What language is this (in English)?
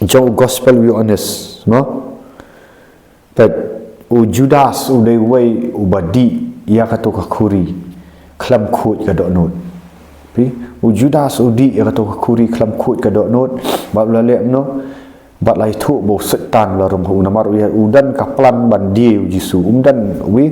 Khasi